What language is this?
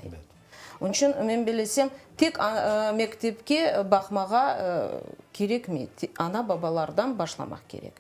Crimean Tatar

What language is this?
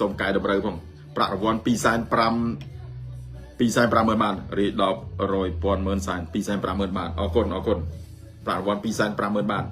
Khmer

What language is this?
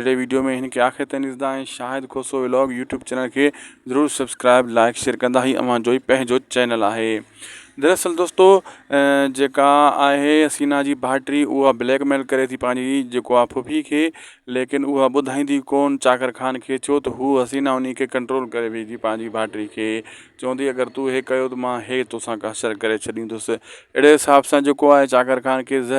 Sindhi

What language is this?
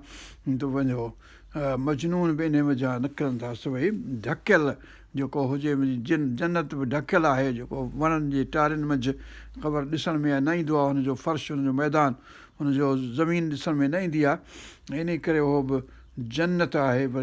Sindhi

